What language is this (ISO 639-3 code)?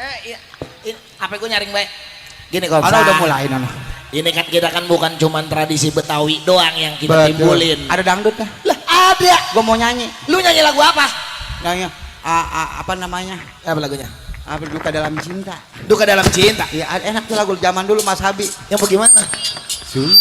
bew